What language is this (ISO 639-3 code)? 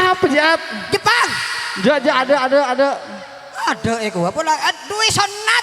mad